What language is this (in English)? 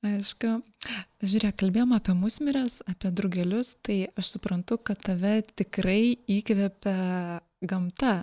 Lithuanian